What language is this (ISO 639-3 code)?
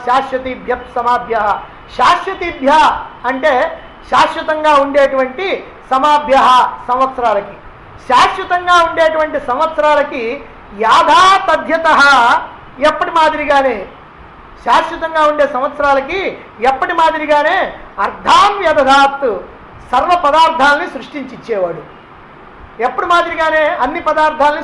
tel